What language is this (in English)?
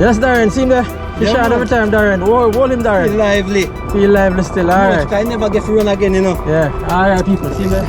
Jamaican Creole English